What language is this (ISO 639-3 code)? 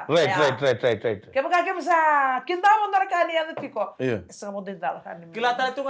fij